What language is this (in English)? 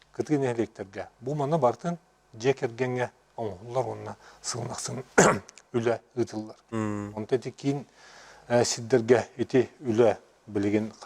Yakut